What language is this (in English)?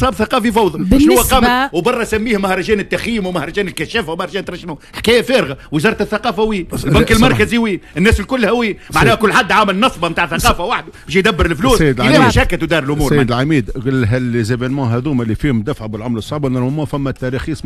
Tunisian Arabic